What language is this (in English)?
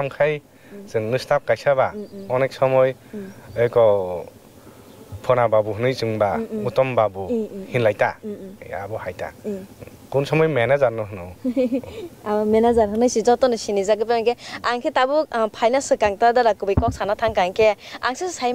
Kok Borok